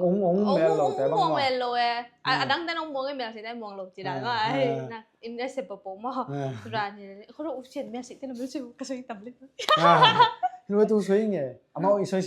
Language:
Tedim Chin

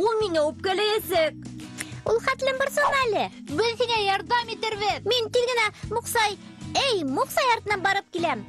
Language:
Bashkir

